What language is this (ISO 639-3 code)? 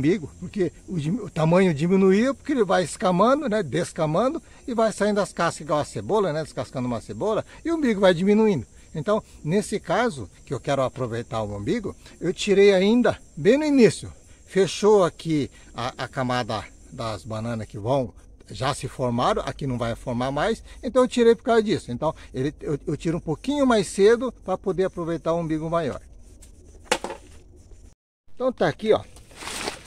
por